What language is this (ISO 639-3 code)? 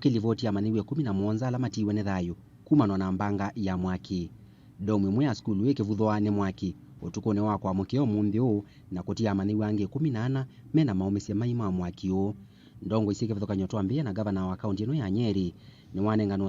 kam